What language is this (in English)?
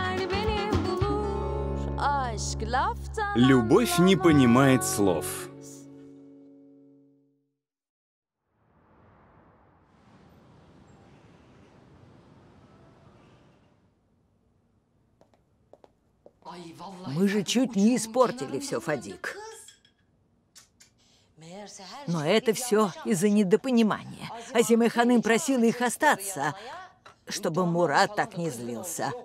Russian